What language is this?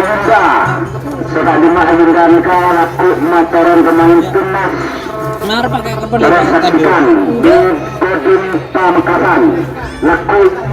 Madurese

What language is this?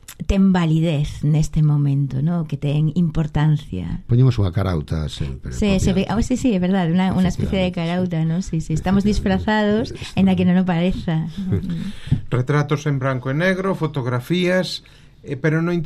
Galician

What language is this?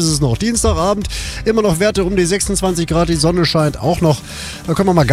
German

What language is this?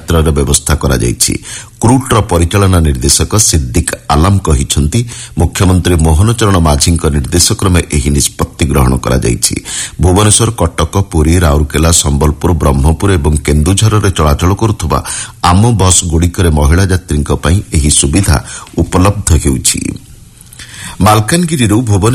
Odia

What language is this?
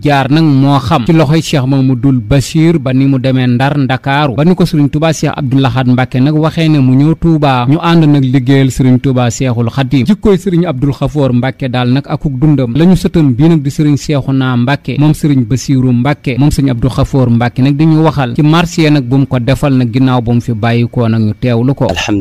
Wolof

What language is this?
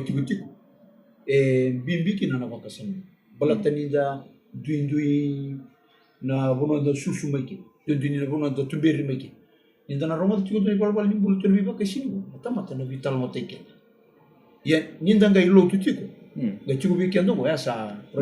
Fijian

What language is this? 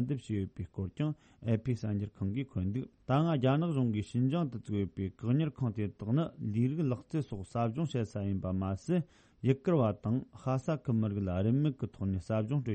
Tibetan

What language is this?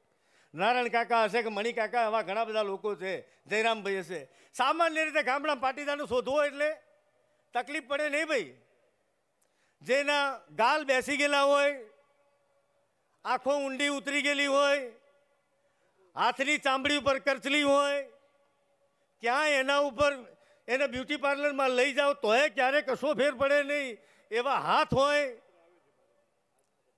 Gujarati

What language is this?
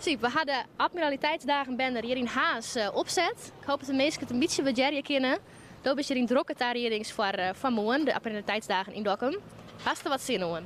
Western Frisian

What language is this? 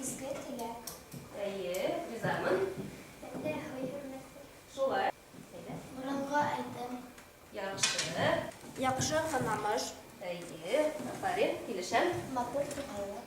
Bashkir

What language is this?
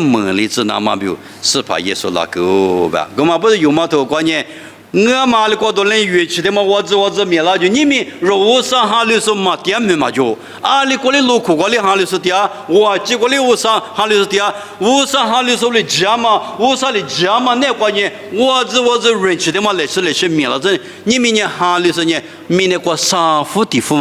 Lisu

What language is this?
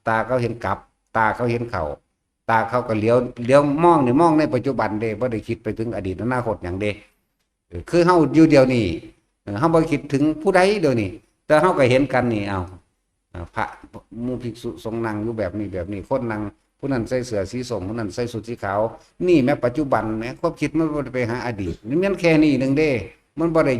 Northeastern Thai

